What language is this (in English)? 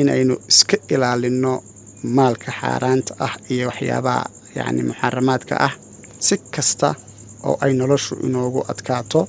Somali